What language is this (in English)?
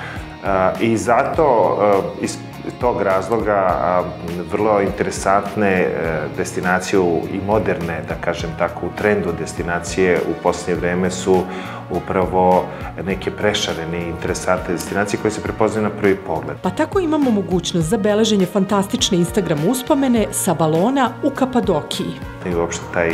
Serbian